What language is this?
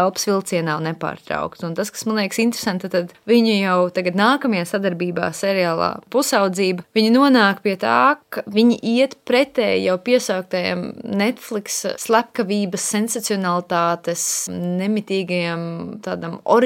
Latvian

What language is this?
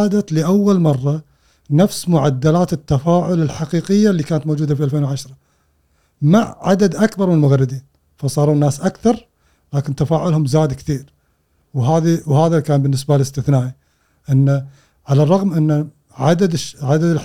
Gulf Arabic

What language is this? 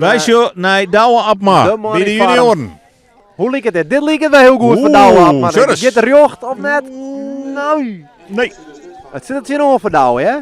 Western Frisian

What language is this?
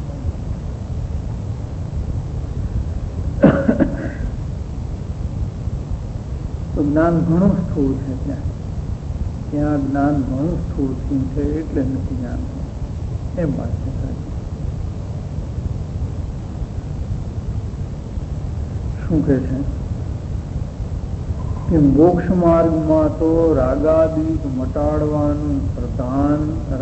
Gujarati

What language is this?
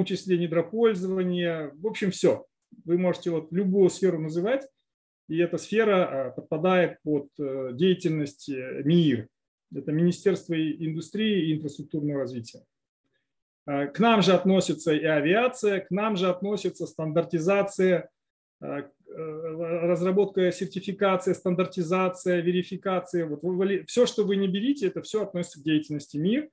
Russian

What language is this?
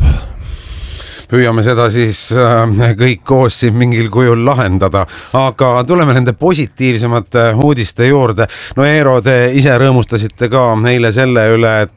Estonian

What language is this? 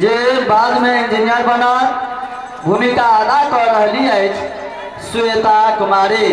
Maithili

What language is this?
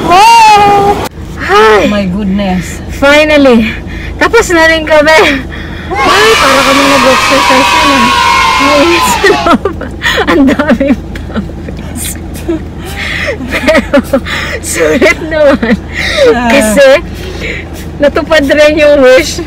Filipino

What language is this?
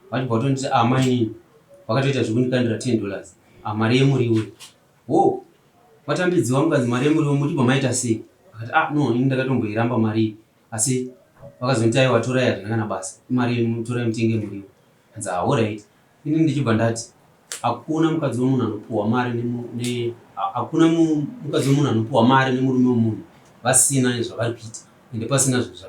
Shona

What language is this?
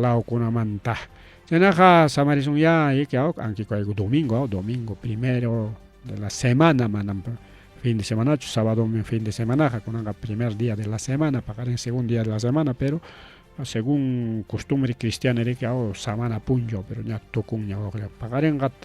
Ayacucho Quechua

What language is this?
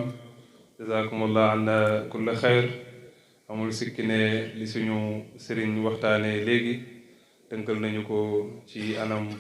Wolof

